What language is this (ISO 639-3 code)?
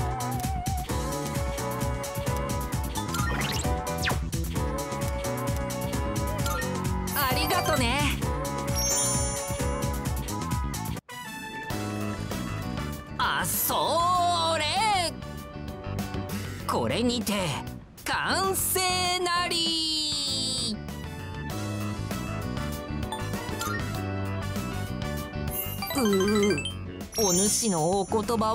jpn